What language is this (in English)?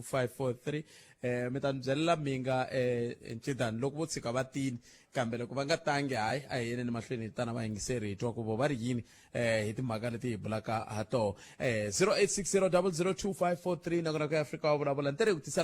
Tsonga